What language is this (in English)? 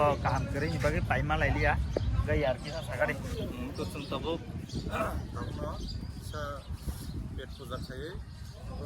Kok Borok